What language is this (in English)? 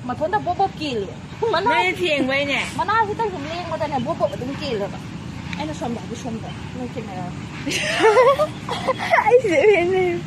Manipuri